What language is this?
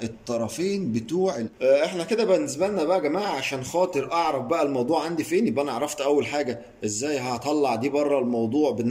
Egyptian Arabic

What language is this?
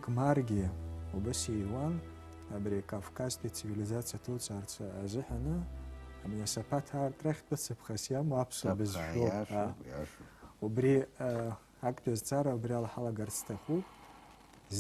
Abkhazian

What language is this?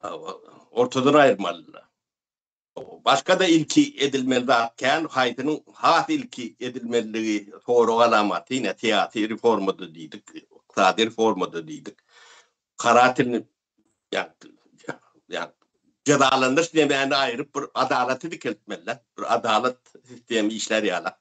Turkmen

